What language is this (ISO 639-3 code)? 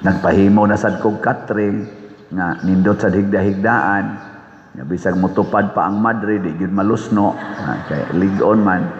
ceb